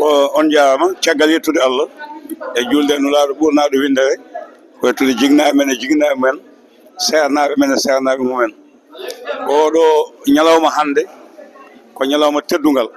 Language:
Fula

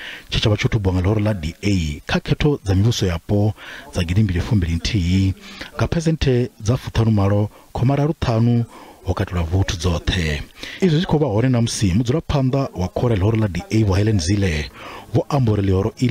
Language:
Venda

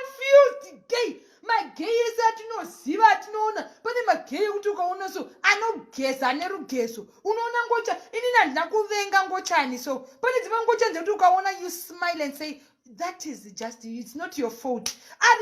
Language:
Shona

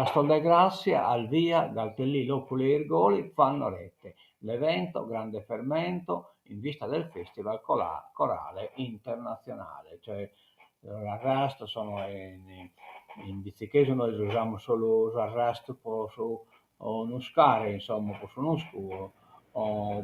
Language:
Sardinian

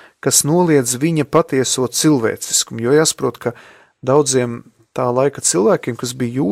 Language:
Latvian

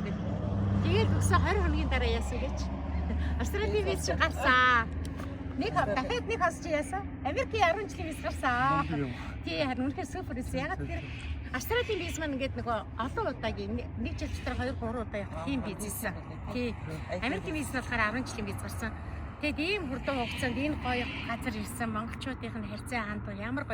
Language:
Mongolian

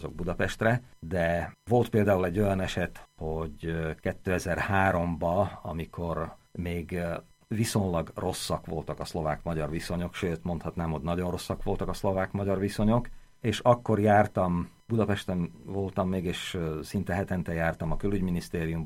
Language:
Hungarian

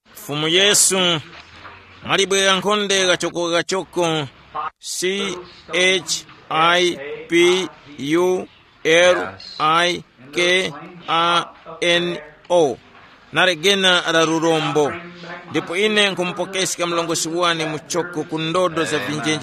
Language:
Tumbuka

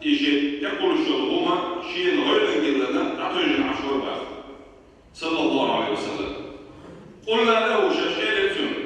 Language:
Chechen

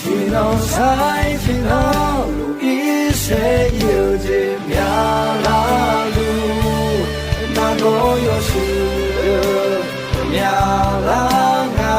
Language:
Akha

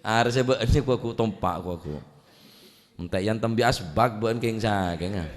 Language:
Madurese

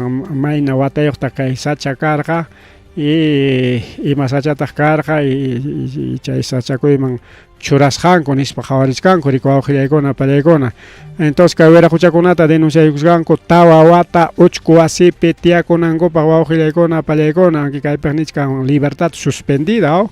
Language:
Ayacucho Quechua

